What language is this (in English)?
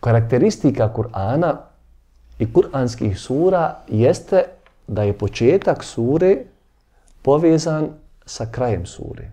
Bosnian